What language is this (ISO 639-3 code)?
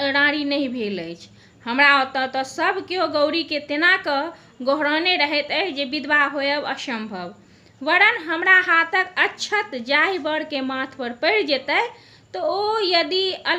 mai